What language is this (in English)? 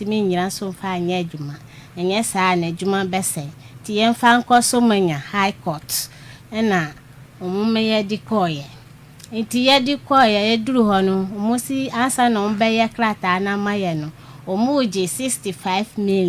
Akan